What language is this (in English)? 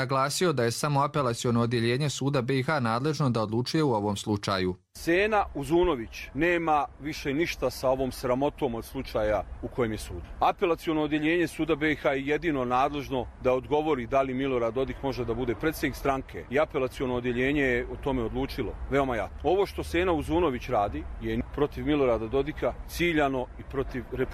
Croatian